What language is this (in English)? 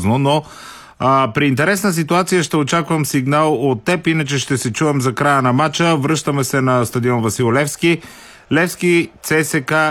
Bulgarian